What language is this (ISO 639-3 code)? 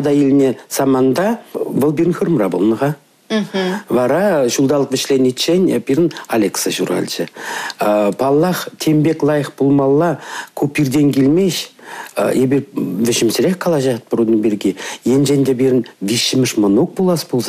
chv